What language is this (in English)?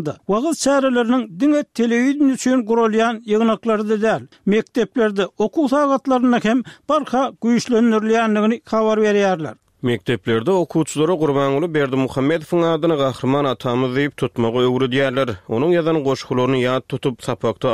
Turkmen